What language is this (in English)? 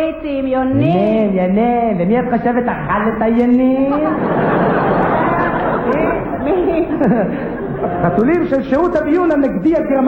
Hebrew